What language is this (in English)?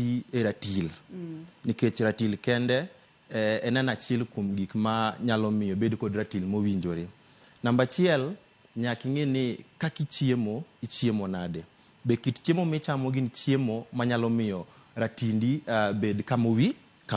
Luo (Kenya and Tanzania)